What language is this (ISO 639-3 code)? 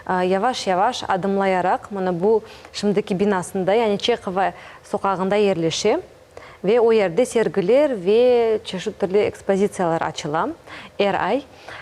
crh